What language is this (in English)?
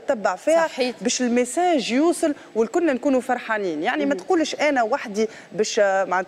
Tunisian Arabic